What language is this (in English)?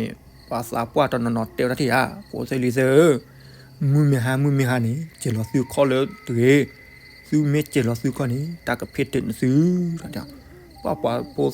S'gaw Karen